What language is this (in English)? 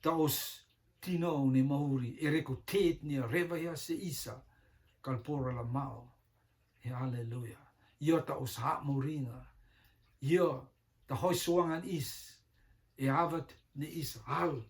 Rotuman